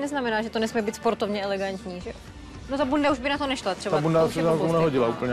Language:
Czech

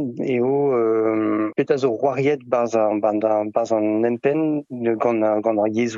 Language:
Breton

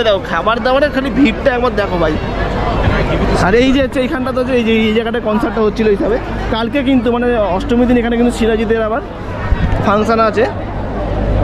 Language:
Bangla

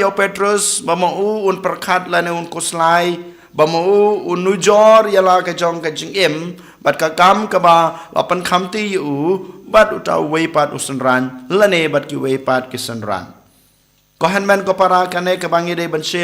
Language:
Khasi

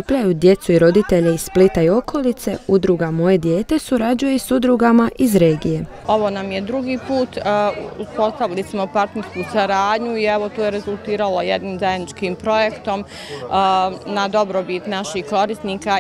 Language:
Croatian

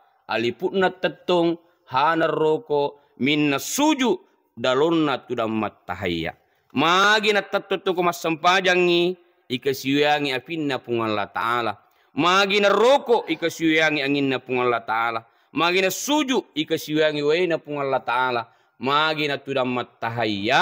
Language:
Buginese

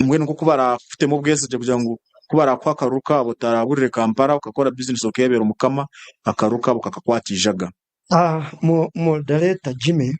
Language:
Nyankole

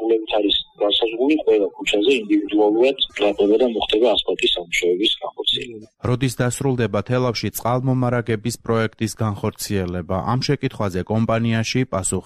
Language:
Georgian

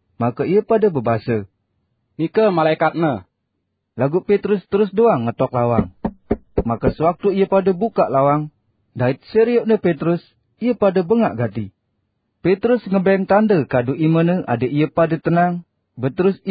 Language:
Sasak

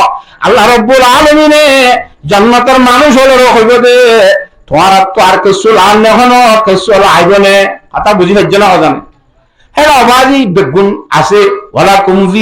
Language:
Rohingya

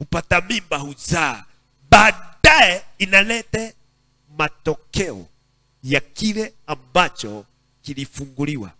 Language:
Swahili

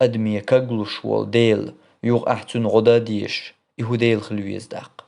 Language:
Chechen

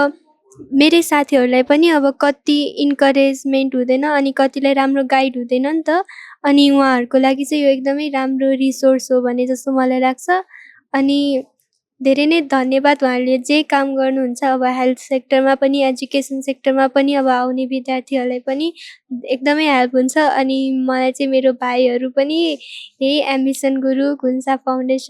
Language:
Nepali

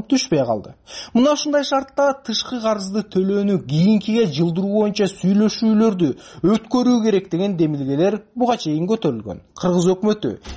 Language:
Kyrgyz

